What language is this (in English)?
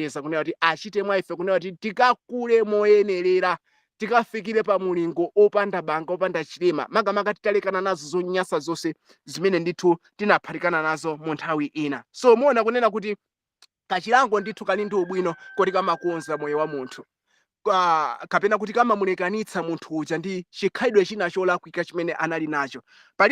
Nyanja